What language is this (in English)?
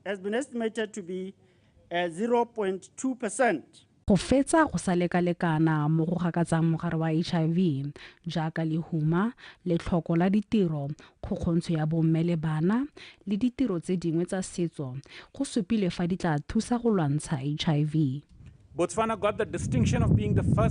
Tswana